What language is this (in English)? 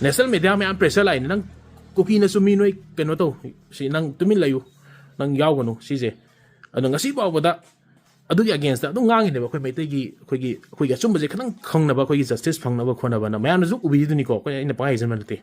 Manipuri